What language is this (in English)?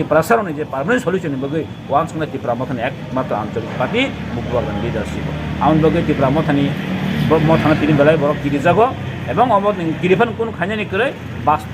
Kok Borok